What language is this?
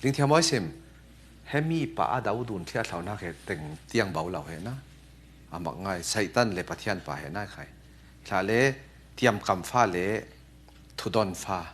Falam Chin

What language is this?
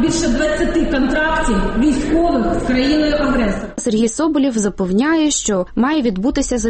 Ukrainian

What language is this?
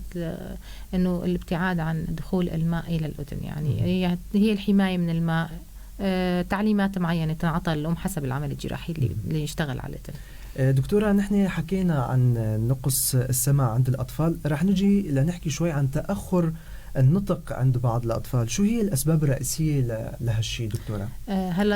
North Levantine Arabic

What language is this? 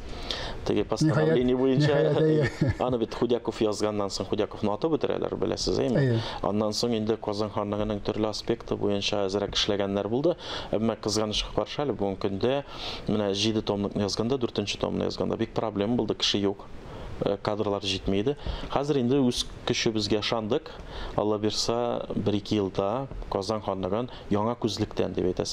Tatar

